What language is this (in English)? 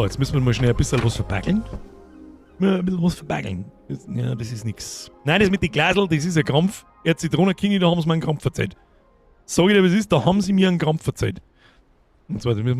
Bavarian